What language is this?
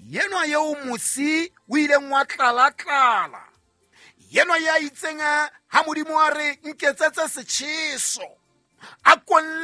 Southern Sotho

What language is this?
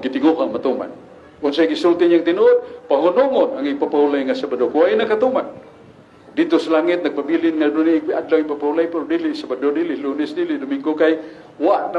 Cebuano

